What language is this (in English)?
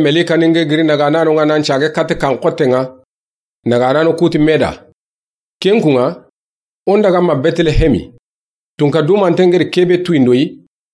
Soninke